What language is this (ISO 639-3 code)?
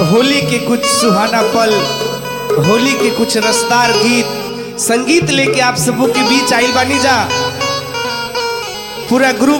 bho